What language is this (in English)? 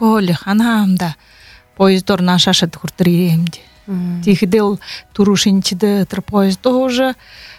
Buriat